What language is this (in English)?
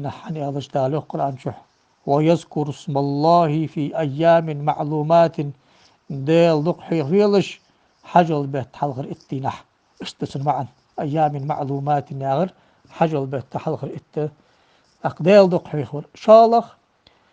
Ingush